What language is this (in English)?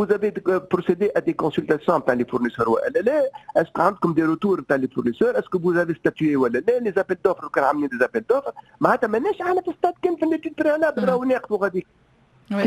Tunisian Arabic